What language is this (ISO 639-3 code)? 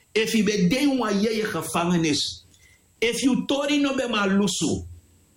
srn